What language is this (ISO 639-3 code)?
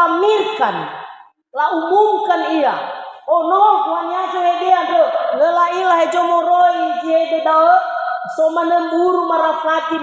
nia